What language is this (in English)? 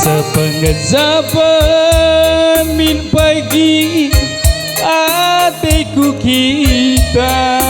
Batak Karo